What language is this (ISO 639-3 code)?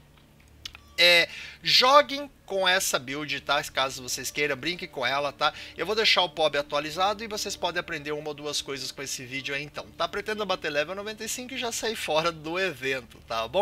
por